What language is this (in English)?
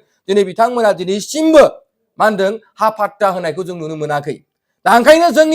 Bodo